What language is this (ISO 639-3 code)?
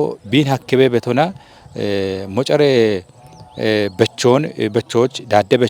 kbr